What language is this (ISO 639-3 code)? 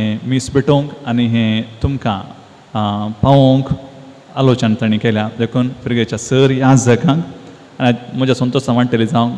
kok